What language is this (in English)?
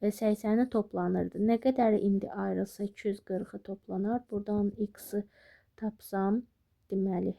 Azerbaijani